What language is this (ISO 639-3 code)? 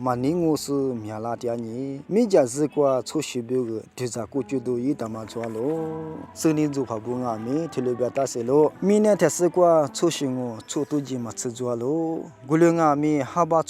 lis